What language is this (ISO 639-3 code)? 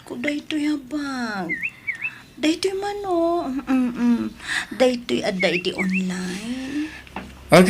ilo